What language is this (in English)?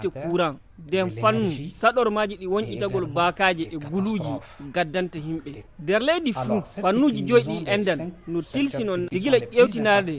Fula